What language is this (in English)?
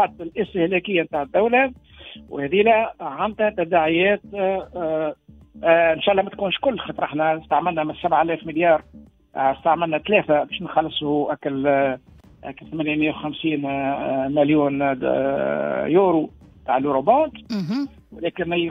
Tunisian Arabic